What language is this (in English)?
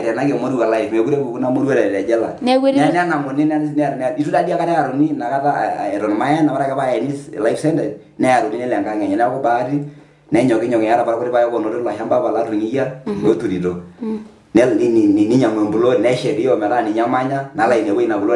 Masai